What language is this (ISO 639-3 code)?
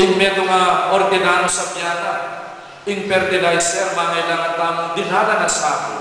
pam